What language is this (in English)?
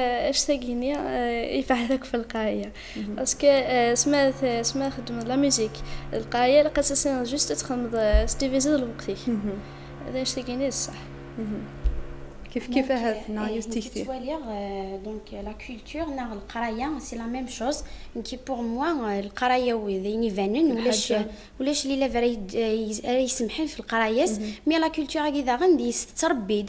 Kabyle